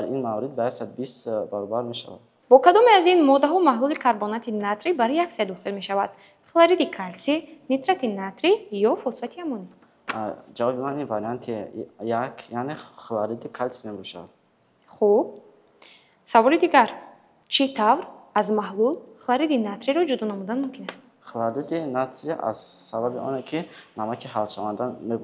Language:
Tajik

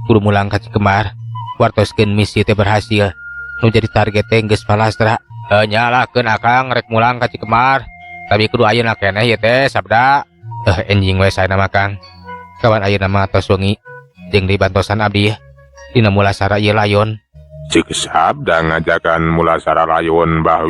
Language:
Sundanese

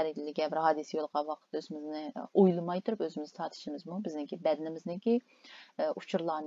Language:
Uyghur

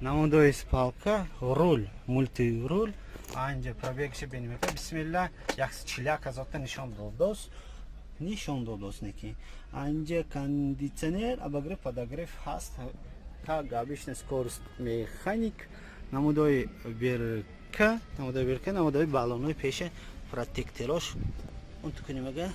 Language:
Tajik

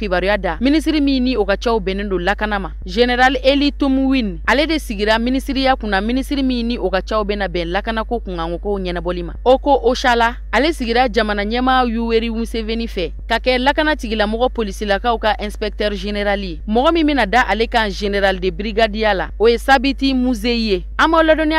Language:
Bambara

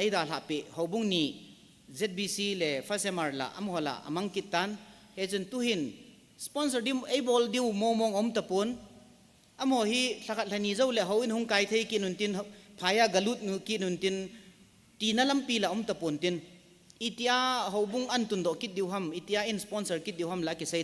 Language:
Thado Chin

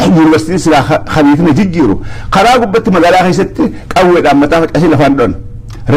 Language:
Oromo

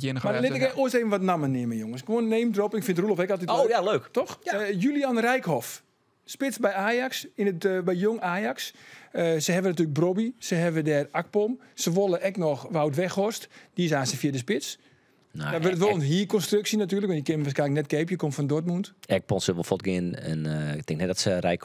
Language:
Western Frisian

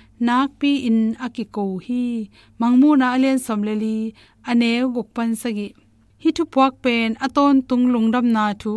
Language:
Tedim Chin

